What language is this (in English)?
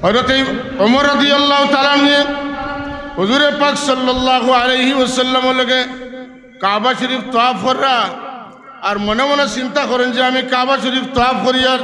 Sylheti